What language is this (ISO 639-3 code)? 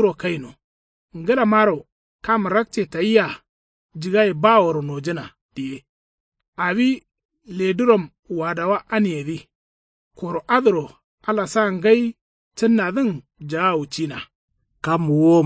kau